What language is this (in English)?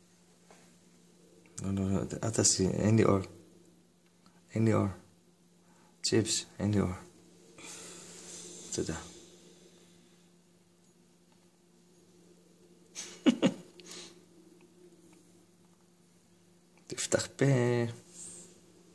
Hebrew